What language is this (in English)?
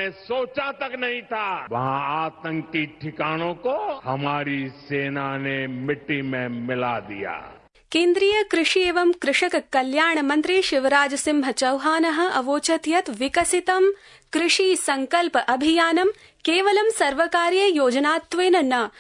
Sanskrit